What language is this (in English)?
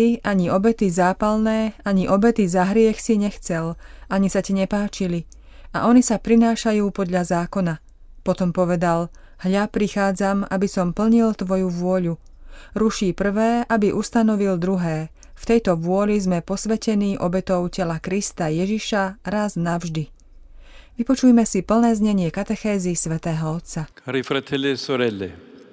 Slovak